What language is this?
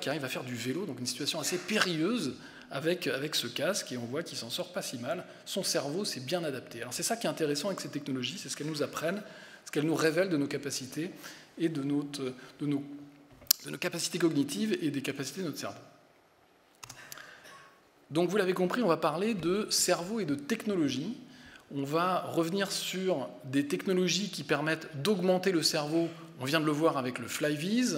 French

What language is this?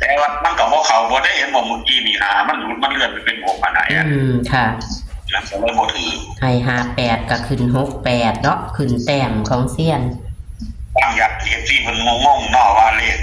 Northeastern Thai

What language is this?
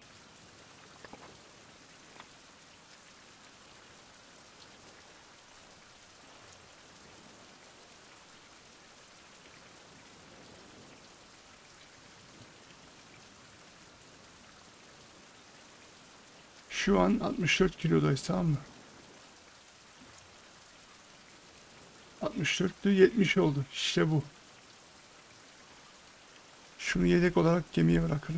Turkish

